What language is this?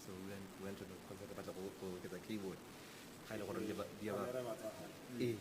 Tswana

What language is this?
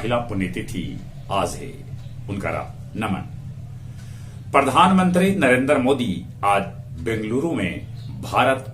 Magahi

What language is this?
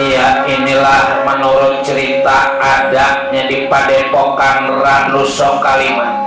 Betawi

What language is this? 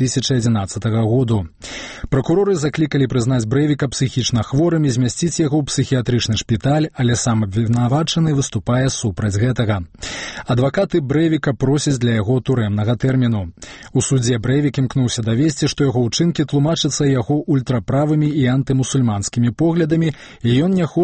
Belarusian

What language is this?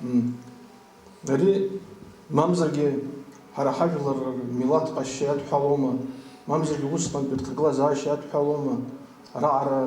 Abkhazian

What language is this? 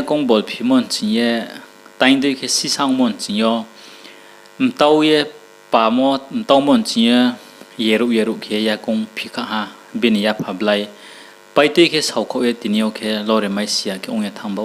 Riang (India)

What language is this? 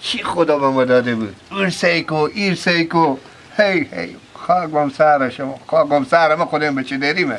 Persian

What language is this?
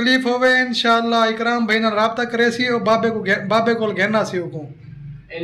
Saraiki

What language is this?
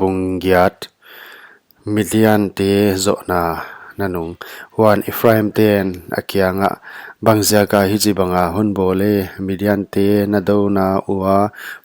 Paite Chin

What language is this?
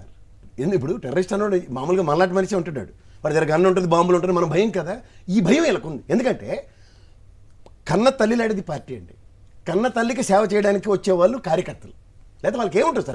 Telugu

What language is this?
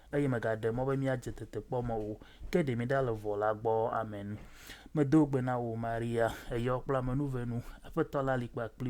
Ewe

